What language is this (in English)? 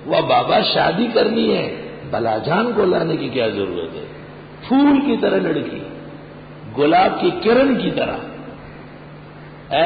Urdu